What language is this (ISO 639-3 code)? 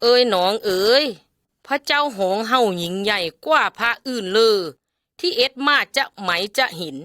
lao